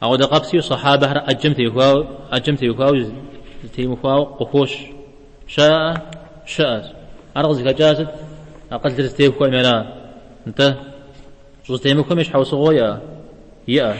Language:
Kabardian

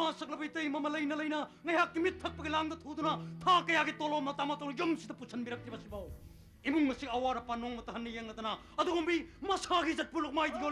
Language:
Manipuri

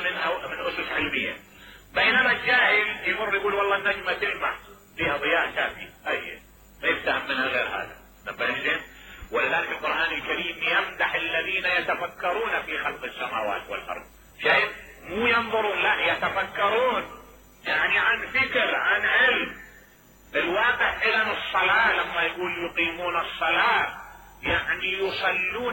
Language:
Mesopotamian Arabic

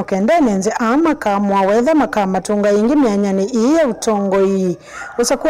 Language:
Kamba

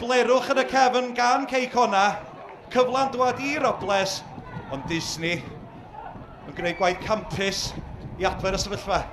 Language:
Welsh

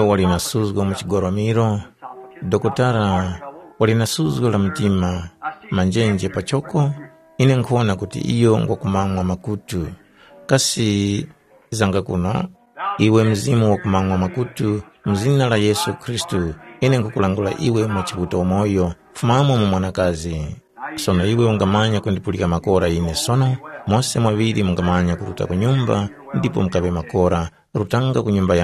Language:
Tumbuka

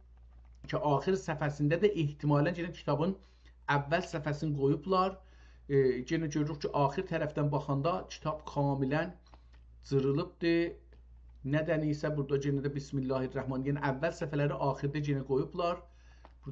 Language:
South Azerbaijani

